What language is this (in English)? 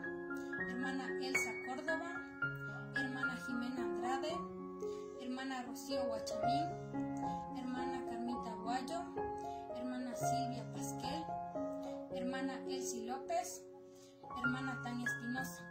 Spanish